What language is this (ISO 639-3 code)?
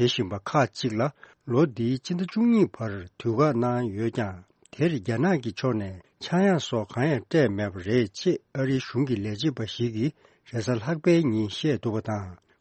bod